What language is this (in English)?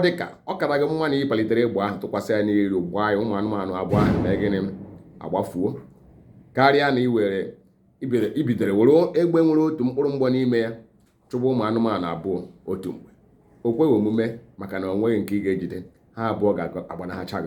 Igbo